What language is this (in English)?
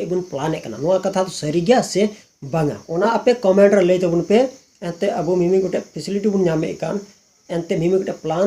Santali